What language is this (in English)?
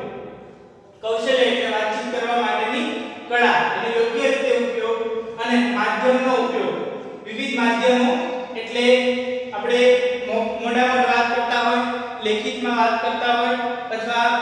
Gujarati